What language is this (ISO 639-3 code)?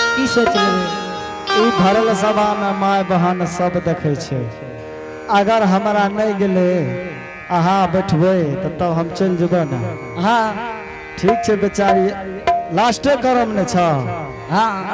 anp